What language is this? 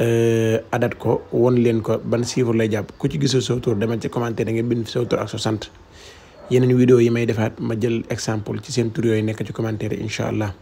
Wolof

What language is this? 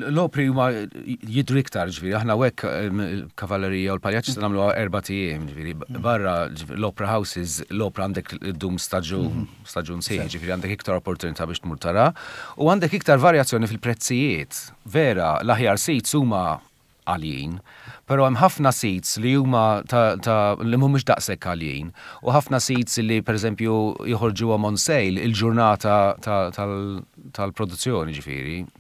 Maltese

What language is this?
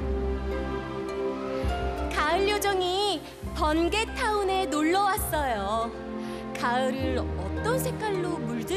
Korean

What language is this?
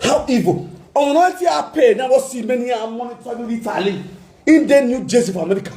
Nigerian Pidgin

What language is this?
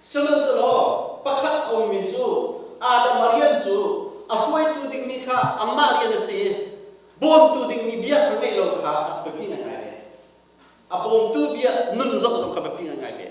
Hakha Chin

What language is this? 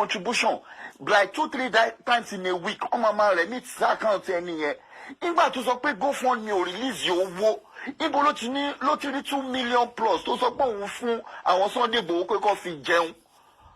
Yoruba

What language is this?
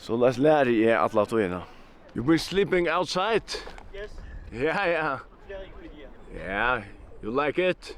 Faroese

